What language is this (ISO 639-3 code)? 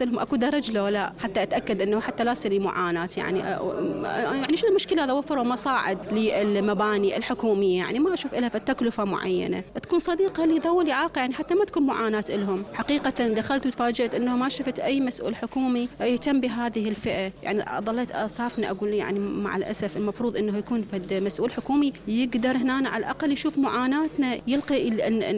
acm